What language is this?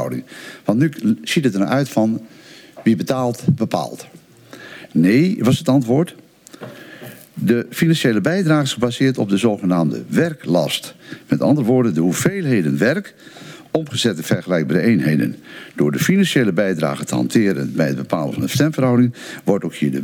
Dutch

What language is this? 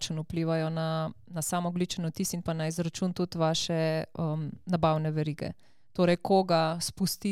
Slovenian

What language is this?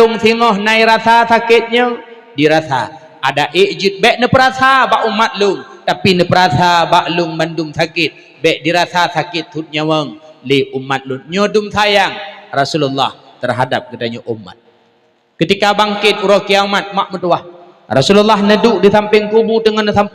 Achinese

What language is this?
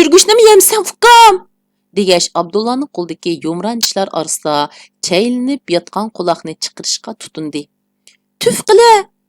Uyghur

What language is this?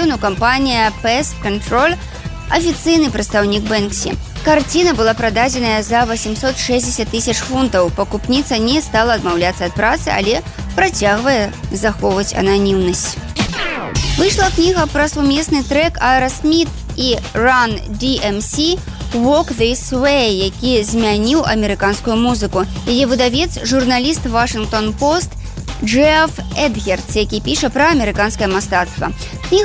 Belarusian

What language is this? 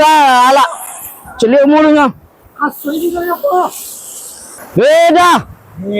Minangkabau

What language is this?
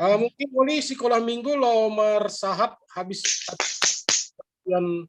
Batak Simalungun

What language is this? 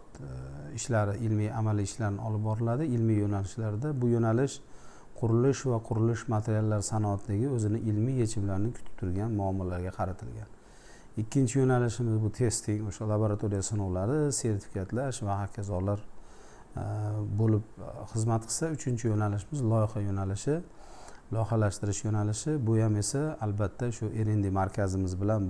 Uzbek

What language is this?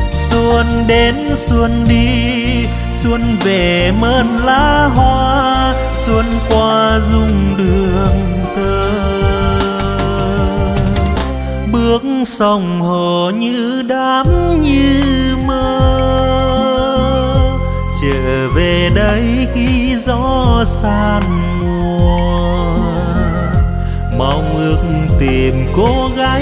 Vietnamese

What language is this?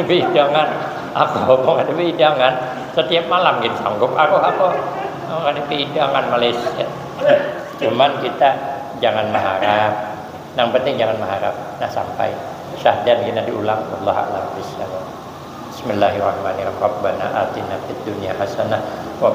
Banjar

